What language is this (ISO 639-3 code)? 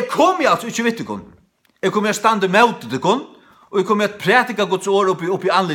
fao